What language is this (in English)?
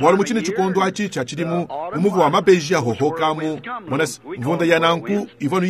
Luba-Lulua